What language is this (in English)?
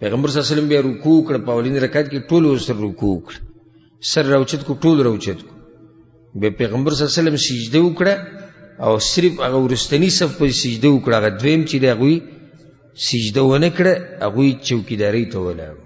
Pashto